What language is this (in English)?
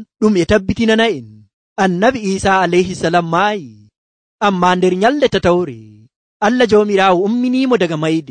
Nigerian Fulfulde